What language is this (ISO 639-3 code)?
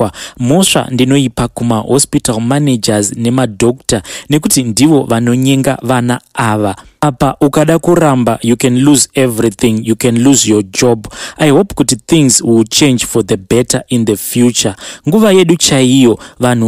sna